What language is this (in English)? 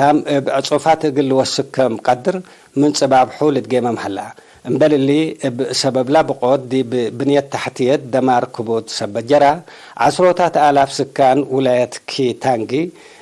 Tigre